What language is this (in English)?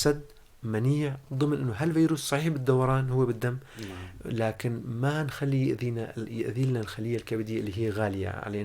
North Levantine Arabic